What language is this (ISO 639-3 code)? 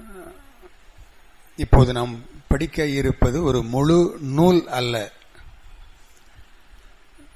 tam